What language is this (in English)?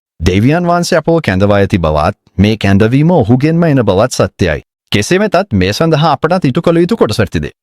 Sinhala